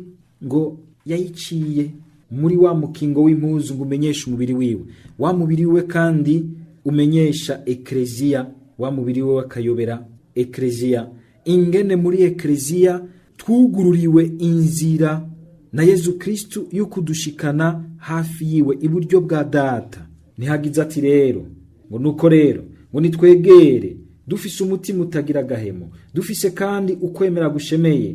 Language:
Rundi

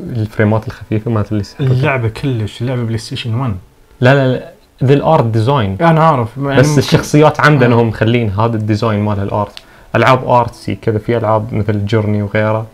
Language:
Najdi Arabic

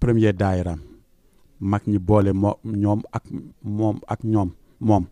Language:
Wolof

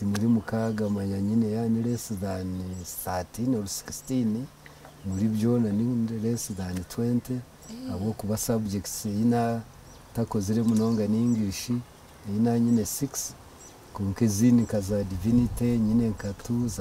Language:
Nyankole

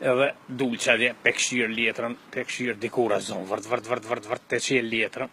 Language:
Albanian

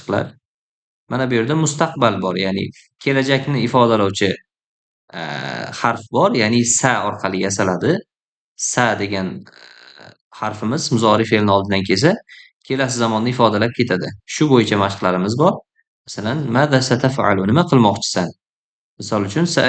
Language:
Uzbek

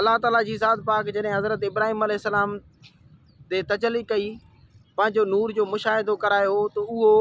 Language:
Sindhi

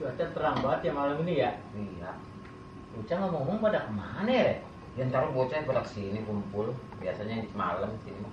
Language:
Betawi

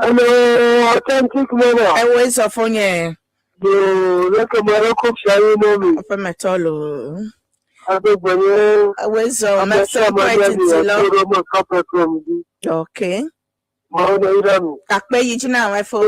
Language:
Ewe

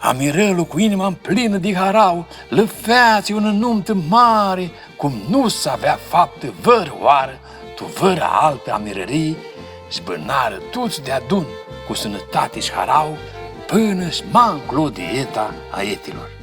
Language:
Aromanian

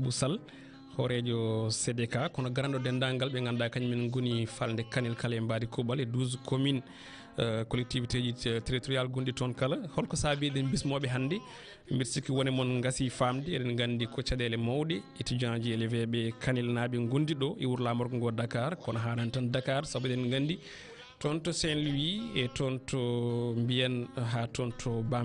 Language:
Fula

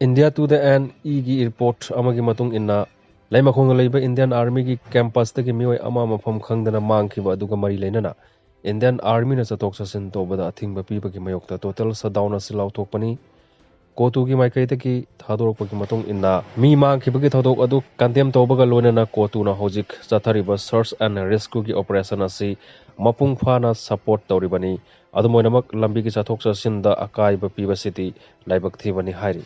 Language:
Manipuri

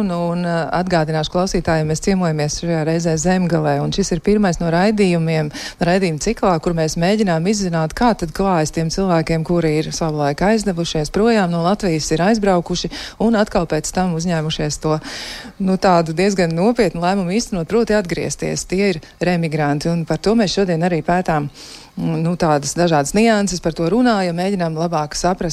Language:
Latvian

